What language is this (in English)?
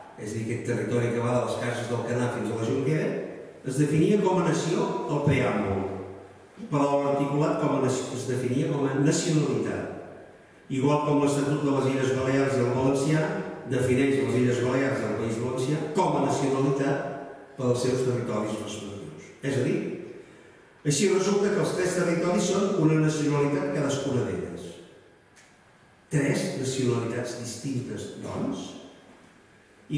Catalan